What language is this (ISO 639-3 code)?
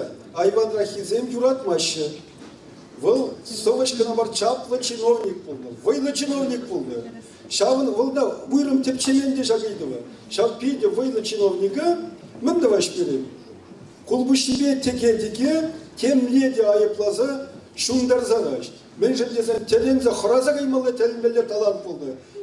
chv